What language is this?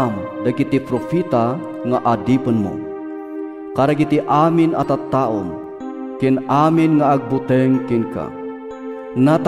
Iloko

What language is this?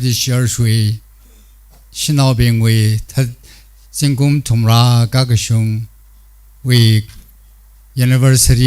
Tangkhul Naga (India)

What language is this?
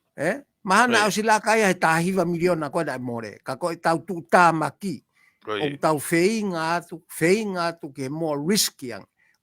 Tongan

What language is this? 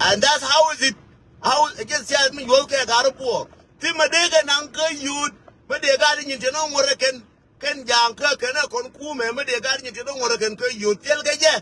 Nuer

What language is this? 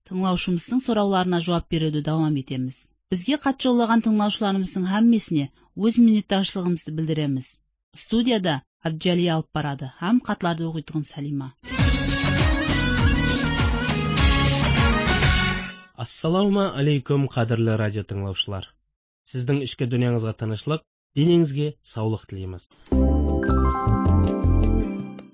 Kara-Kalpak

